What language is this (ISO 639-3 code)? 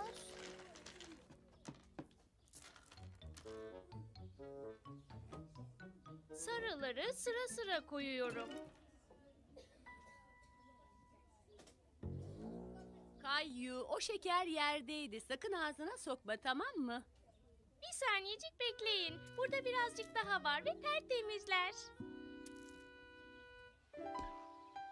tur